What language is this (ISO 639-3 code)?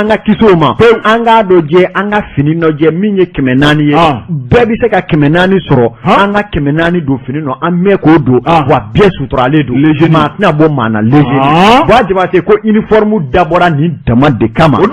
bam